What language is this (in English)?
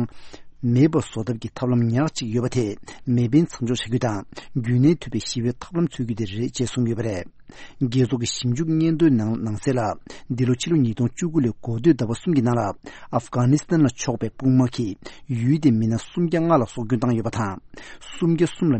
Tibetan